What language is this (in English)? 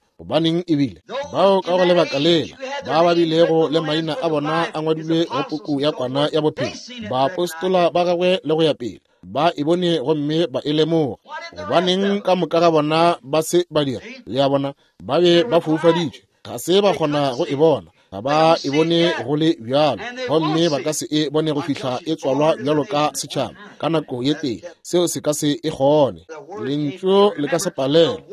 Northern Sotho